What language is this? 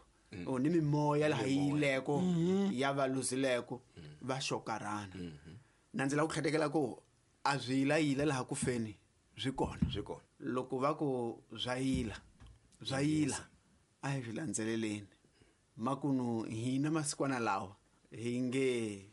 Tsonga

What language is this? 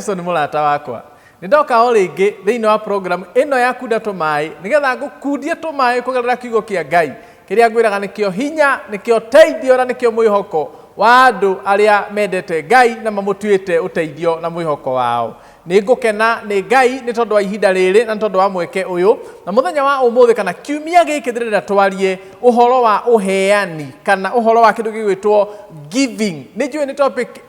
Kikuyu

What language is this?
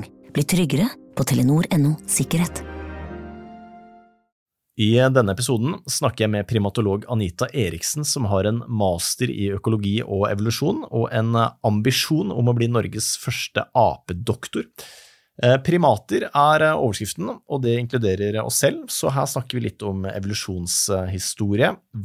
Norwegian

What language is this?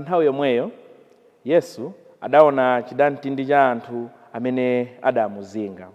Nyanja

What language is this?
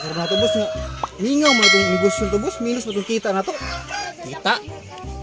Cebuano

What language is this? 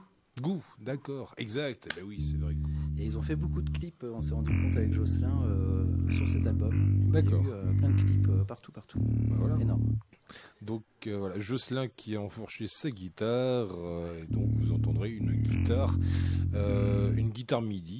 French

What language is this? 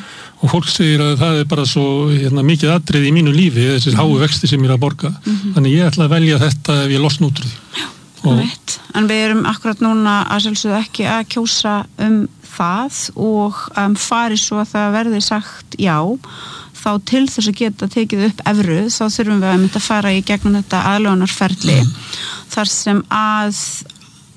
Icelandic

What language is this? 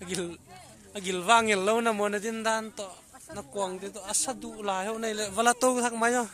Paite Chin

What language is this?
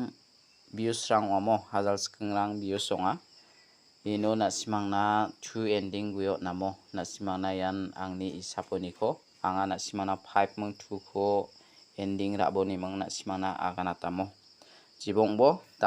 Garo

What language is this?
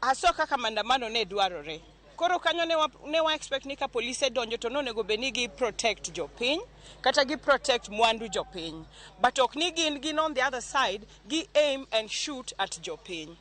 Luo (Kenya and Tanzania)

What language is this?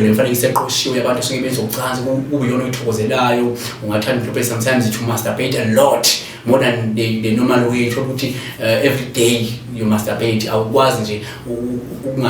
Zulu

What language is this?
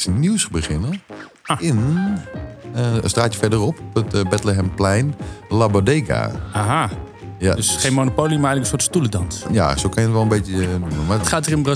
Dutch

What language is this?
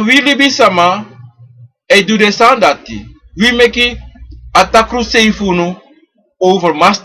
Sranan Tongo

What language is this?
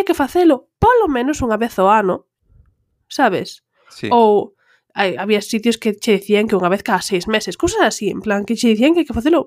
Galician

